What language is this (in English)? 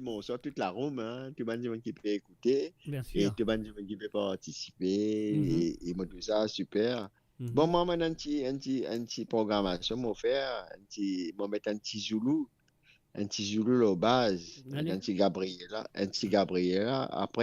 Morisyen